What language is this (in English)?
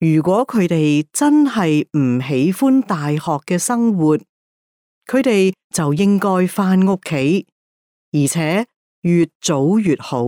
Cantonese